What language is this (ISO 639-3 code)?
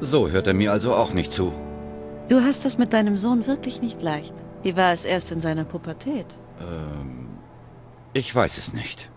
bar